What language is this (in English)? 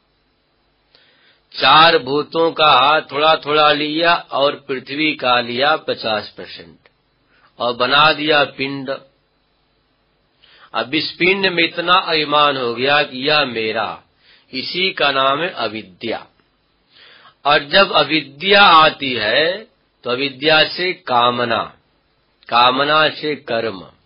Hindi